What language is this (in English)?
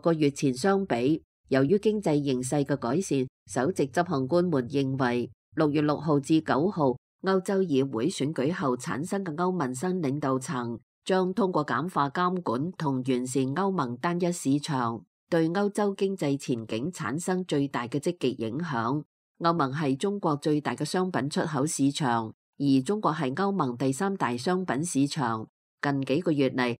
Cantonese